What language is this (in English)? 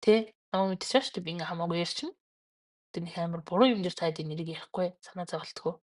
Mongolian